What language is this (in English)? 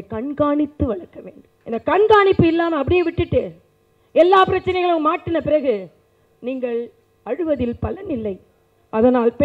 Tamil